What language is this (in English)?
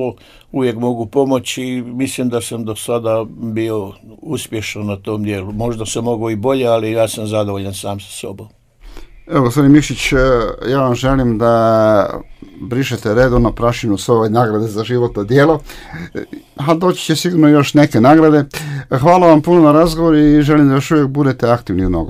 Croatian